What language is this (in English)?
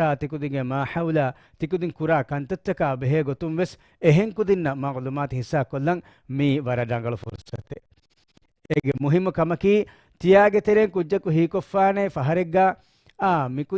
Divehi